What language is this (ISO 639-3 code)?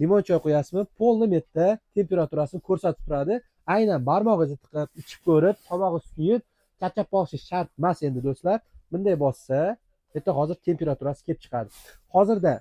uzb